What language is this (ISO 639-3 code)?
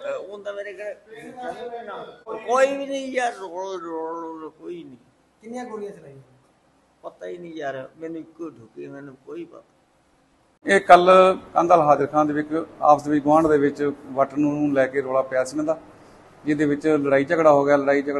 pan